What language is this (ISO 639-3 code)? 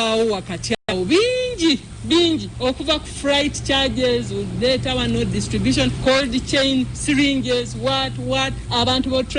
lug